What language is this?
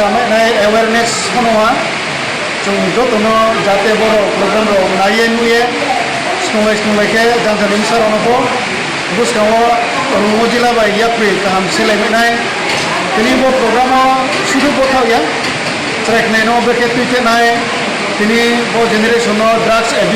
Riang (India)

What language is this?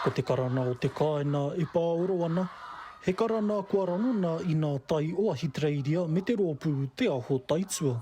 Māori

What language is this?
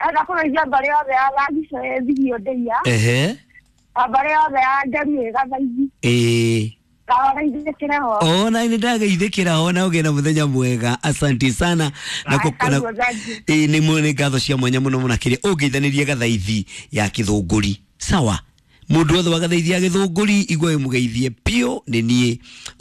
Kikuyu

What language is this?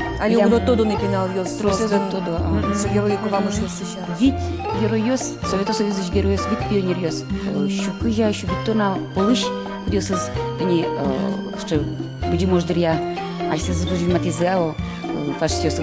Udmurt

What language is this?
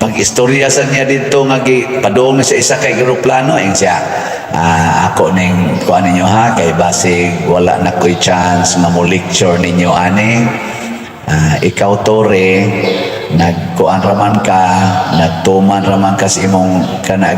Cebuano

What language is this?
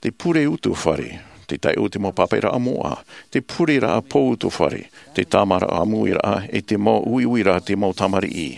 Tahitian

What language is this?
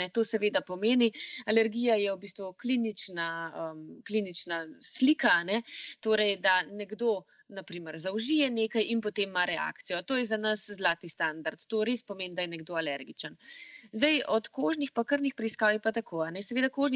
Slovenian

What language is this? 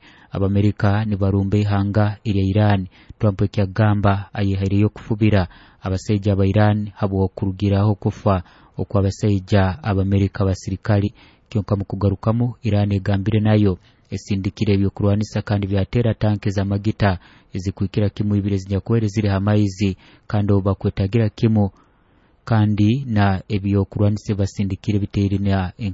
Nyoro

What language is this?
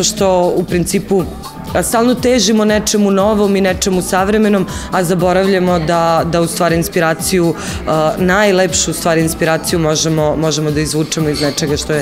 Serbian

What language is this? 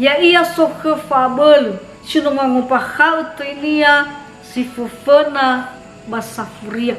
Nias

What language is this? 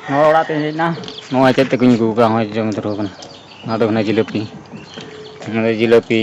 Santali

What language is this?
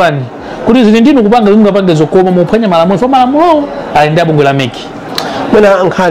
Nyanja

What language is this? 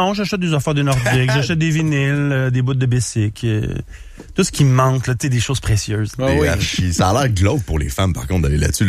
French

